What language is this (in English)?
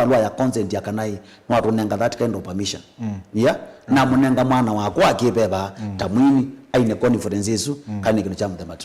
Kamba